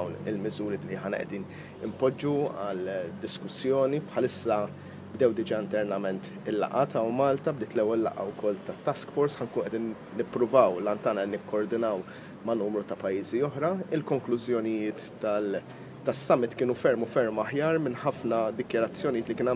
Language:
Maltese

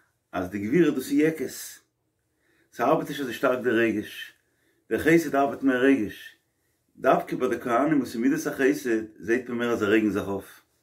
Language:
Yiddish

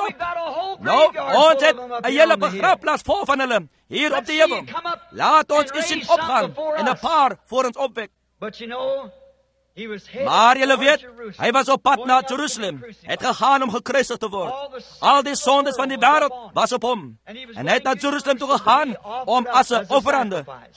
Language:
Afrikaans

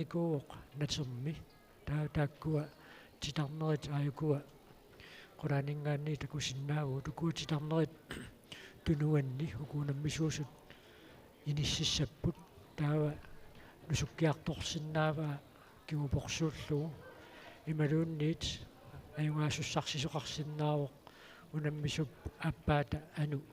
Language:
Kalaallisut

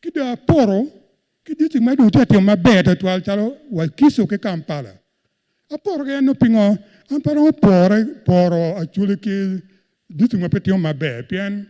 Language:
Acoli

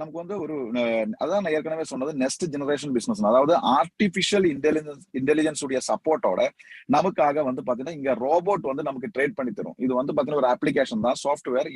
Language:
Tamil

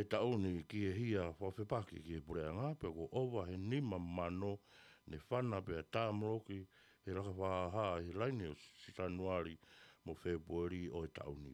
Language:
Tongan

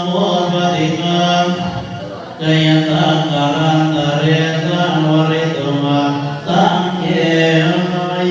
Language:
Pali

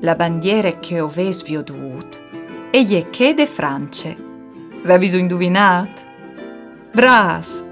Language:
Friulian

